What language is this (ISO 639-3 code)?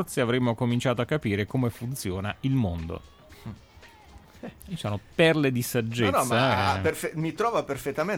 ita